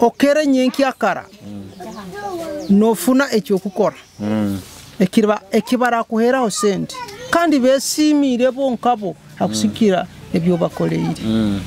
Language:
Nyoro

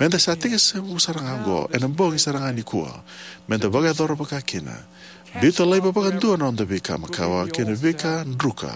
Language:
Fijian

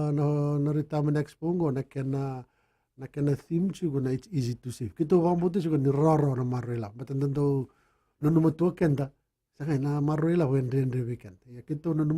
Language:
Fijian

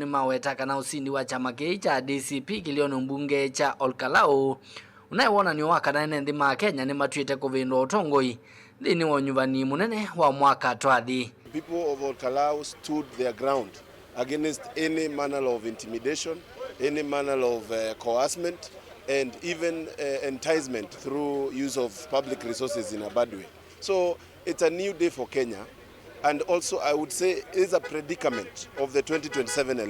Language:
Kamba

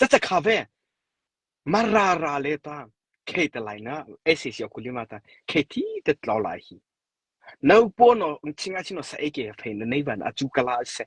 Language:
Mara Chin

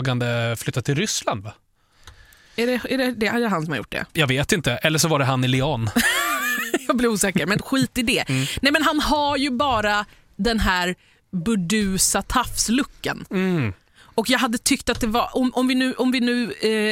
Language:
Swedish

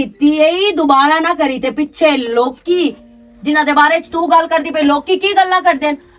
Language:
Western Panjabi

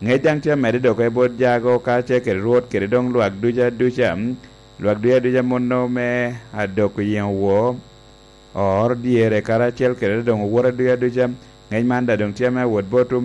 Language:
Lango (Uganda)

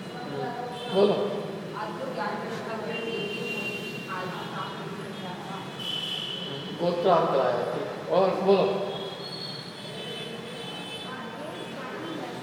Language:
Hindi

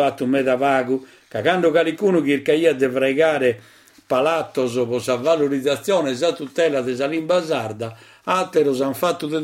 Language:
Sardinian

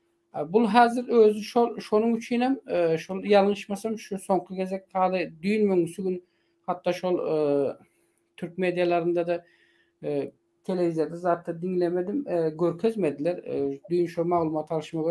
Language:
Turkmen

